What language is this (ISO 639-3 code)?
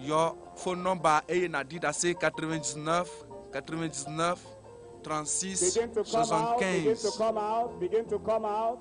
ewe